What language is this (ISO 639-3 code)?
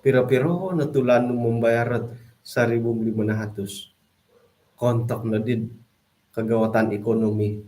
dtp